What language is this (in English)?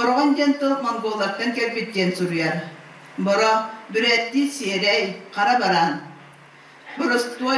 Yakut